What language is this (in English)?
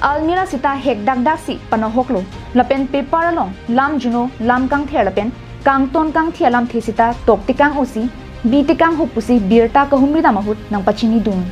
Karbi